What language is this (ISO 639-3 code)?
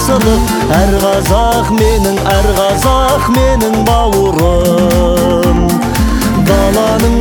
kaz